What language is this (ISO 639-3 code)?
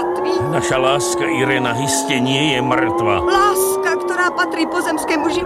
slk